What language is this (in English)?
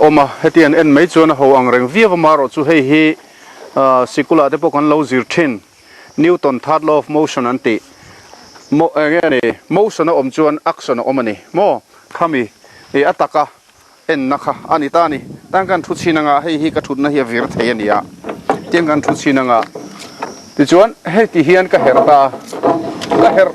Mizo